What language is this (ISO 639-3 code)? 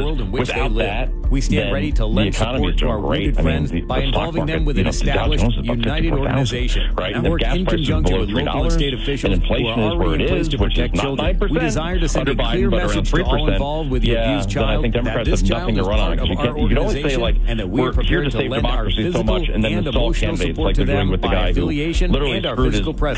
eng